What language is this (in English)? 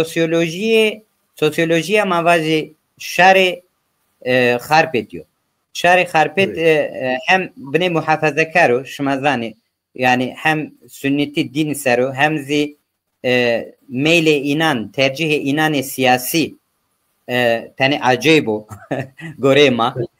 Zaza